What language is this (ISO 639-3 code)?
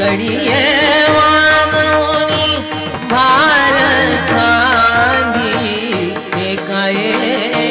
mar